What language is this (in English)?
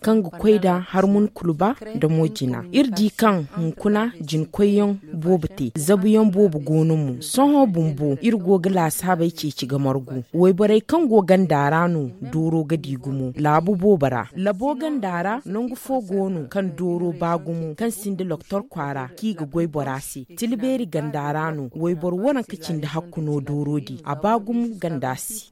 Zarma